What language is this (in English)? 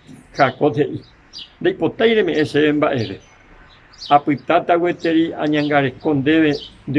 Guarani